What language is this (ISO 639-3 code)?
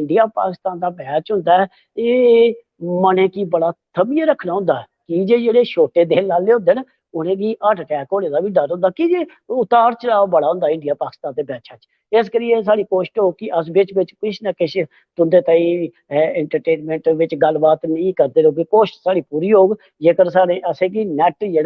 doi